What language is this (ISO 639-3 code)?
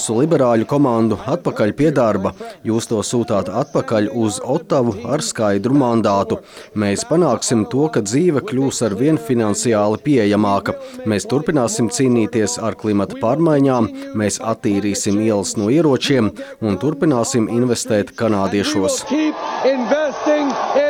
lav